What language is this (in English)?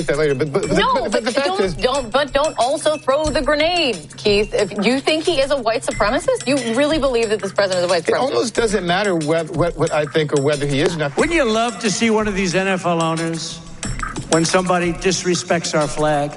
English